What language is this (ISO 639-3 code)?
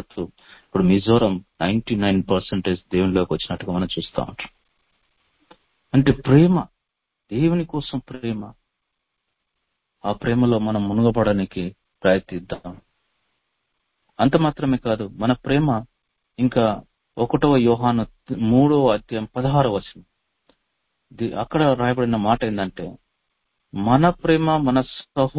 tel